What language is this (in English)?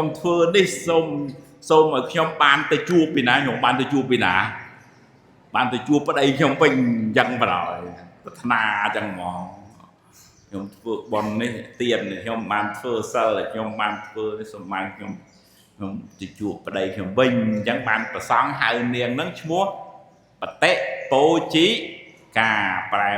Khmer